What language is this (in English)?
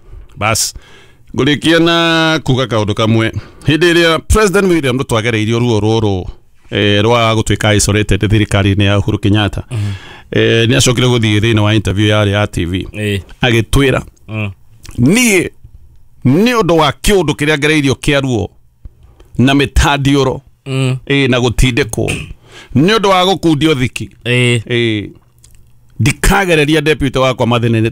Kikuyu